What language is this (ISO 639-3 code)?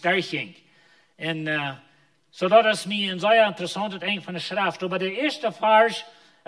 pdt